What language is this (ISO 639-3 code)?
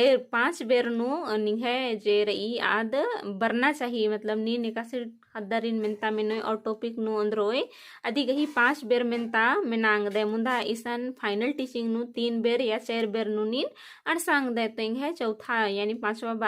kru